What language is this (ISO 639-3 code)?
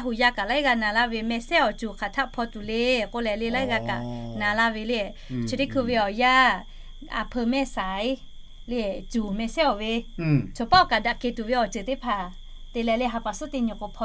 lhu